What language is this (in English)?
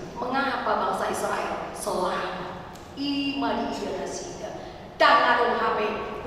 Batak Toba